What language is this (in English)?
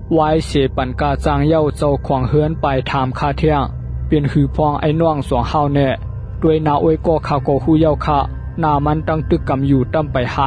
Shan